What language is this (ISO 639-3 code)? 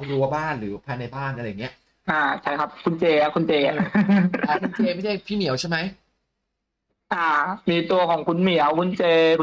tha